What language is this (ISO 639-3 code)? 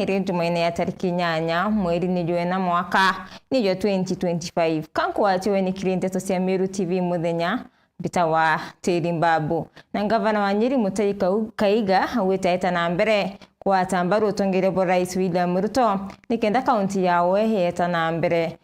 mer